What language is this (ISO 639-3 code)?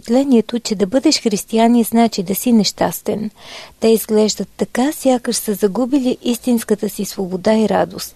bul